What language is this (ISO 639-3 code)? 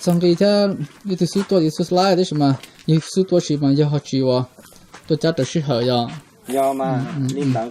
hmn